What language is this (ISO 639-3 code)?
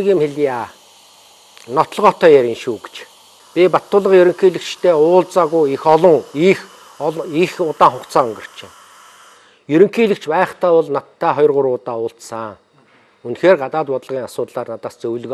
mon